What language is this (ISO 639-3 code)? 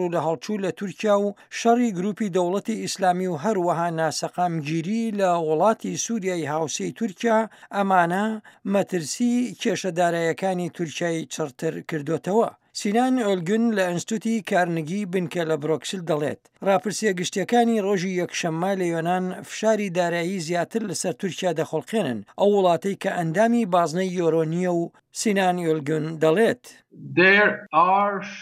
ckb